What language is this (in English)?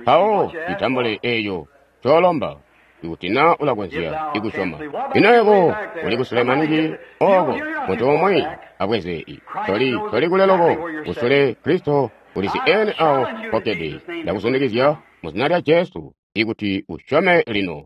Tonga (Zambia)